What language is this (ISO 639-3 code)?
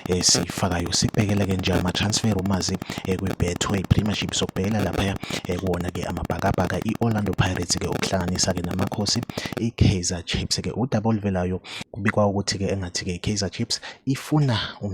zul